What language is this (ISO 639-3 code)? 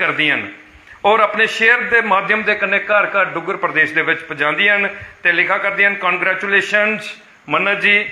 doi